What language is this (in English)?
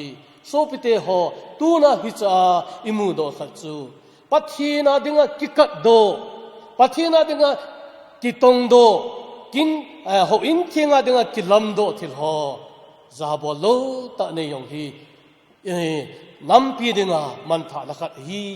Thado Chin